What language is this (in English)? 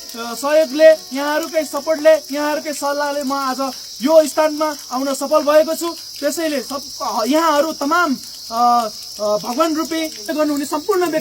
Nepali